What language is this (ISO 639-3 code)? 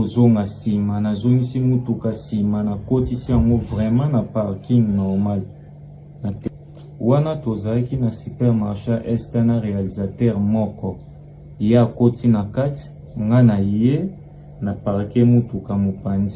lin